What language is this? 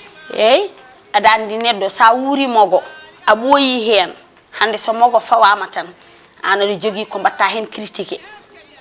Fula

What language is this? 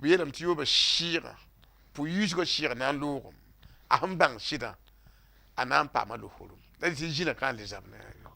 Mossi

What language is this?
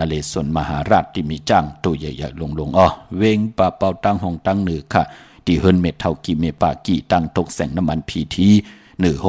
Shan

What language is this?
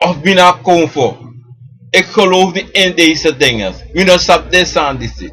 Sranan Tongo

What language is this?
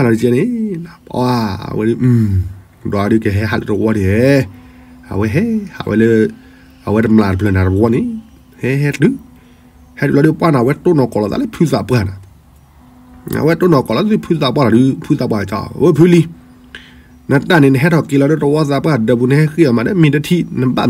S'gaw Karen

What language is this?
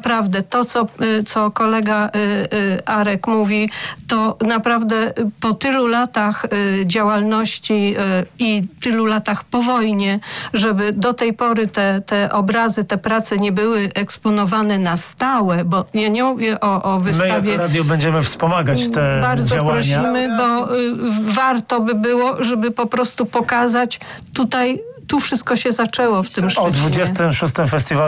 Polish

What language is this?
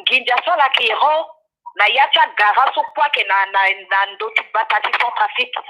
Sango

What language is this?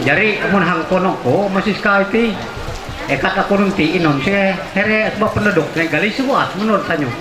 Ma'anyan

